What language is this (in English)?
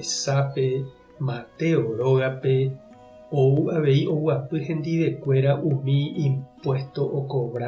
Guarani